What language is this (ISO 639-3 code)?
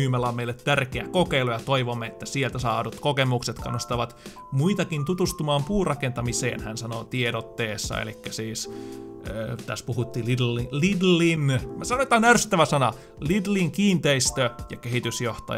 fin